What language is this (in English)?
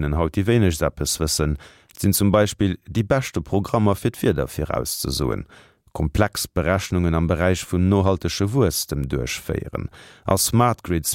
Luxembourgish